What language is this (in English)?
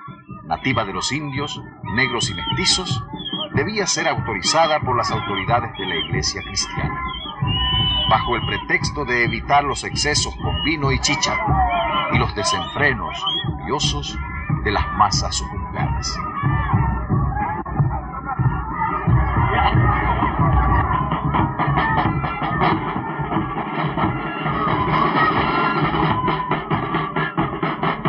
Spanish